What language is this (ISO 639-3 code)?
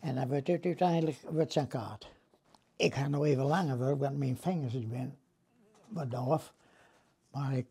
fry